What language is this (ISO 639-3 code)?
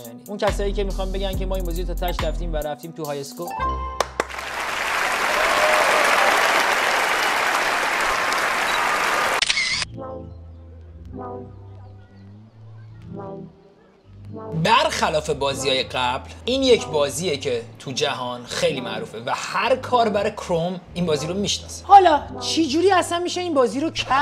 fas